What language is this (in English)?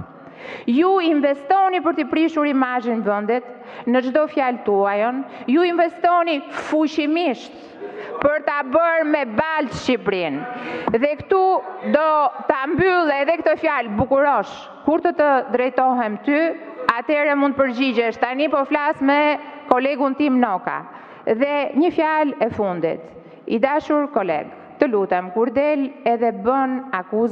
Albanian